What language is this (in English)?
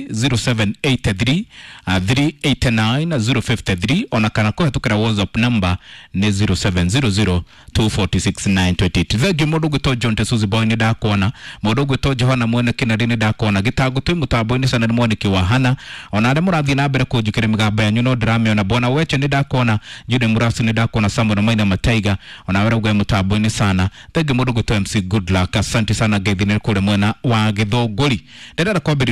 Kikuyu